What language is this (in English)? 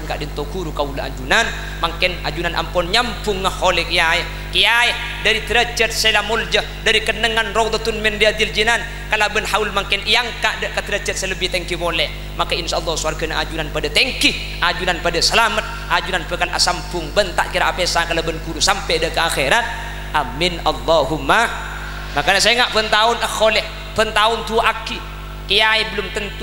Madurese